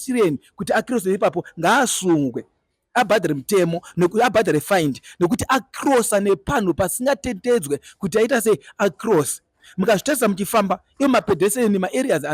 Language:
Shona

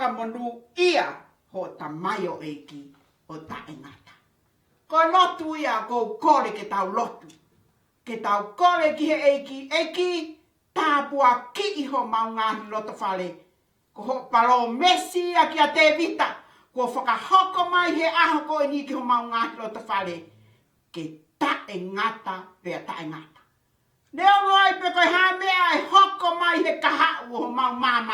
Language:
Tongan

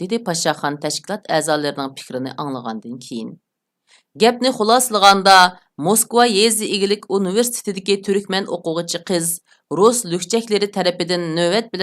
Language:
Uyghur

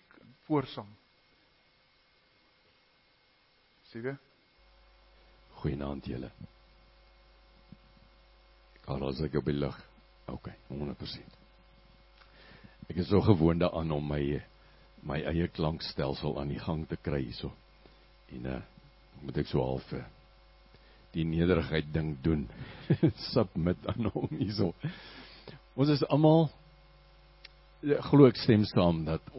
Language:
Afrikaans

